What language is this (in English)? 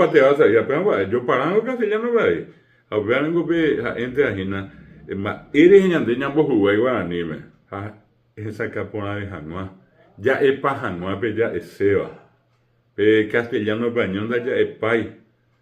Guarani